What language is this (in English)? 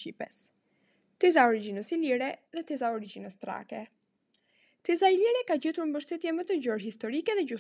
Albanian